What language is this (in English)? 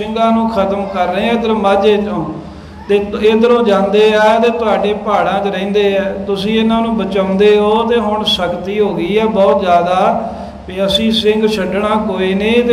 Punjabi